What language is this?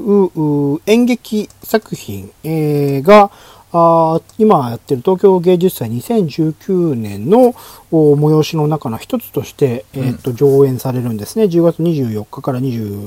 Japanese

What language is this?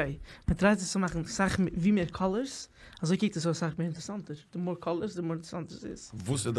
Yiddish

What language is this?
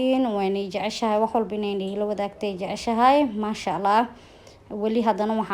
Somali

